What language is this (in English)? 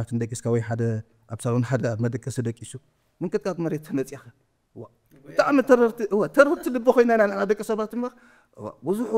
Tigrinya